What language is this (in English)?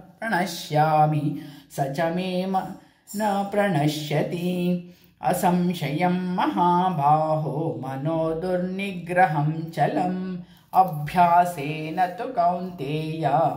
Sanskrit